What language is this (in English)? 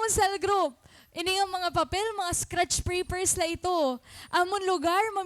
Waray